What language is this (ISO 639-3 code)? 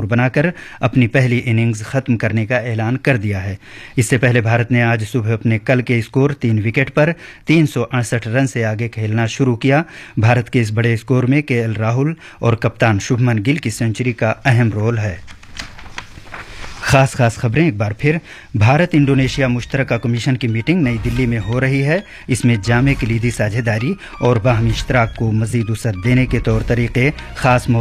urd